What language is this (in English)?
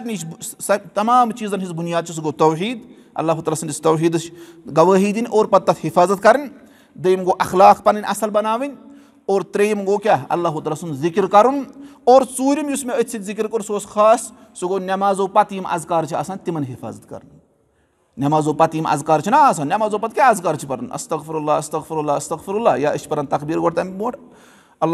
Kashmiri